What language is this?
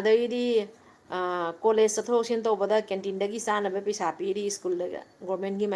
Manipuri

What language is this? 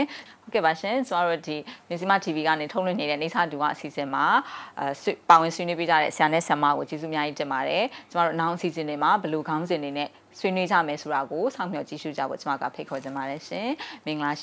Burmese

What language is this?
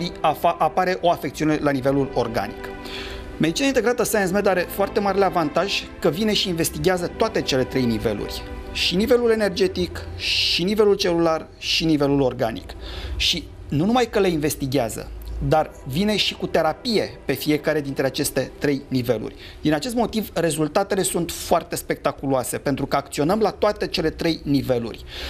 Romanian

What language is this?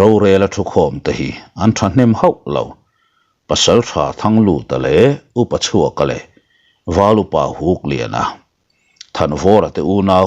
Mizo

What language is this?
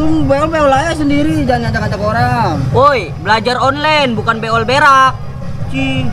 Betawi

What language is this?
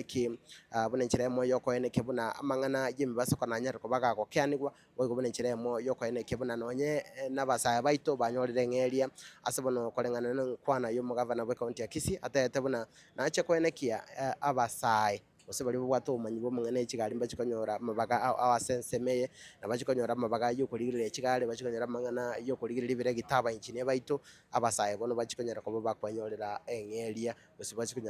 Gusii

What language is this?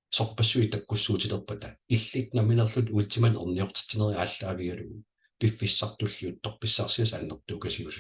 Kalaallisut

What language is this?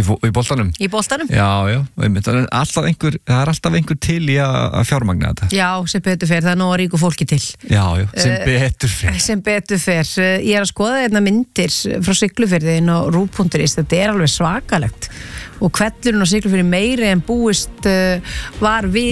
Icelandic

